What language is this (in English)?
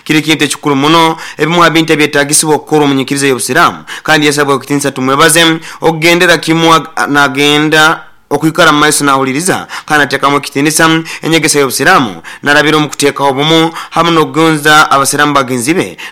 Nyoro